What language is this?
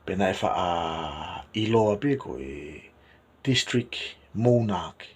Tongan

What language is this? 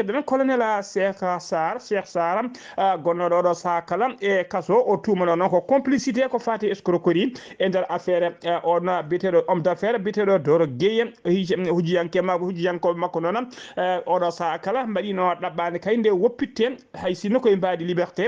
Fula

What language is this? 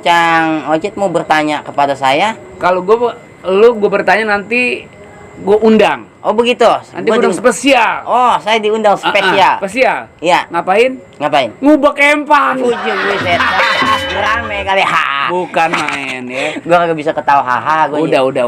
Betawi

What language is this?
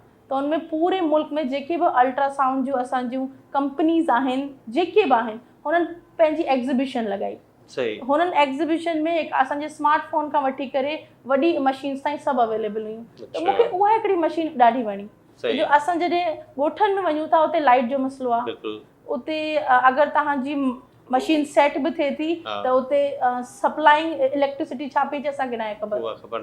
Sindhi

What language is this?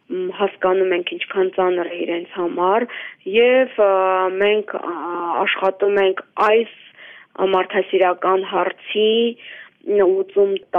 Armenian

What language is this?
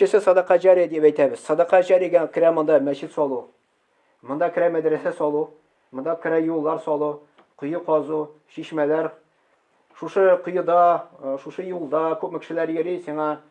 Tatar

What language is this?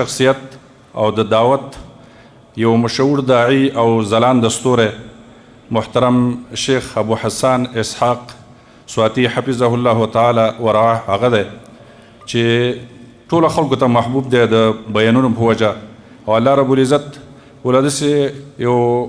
Pashto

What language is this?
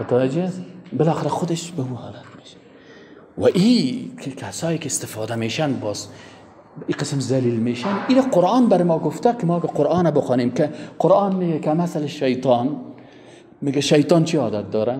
Persian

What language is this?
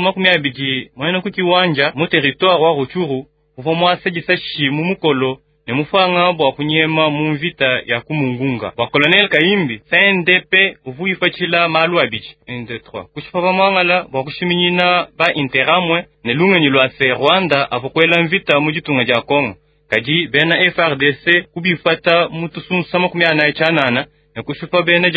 Luba-Lulua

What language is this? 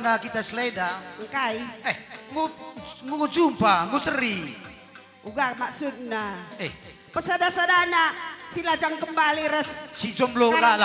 Batak Karo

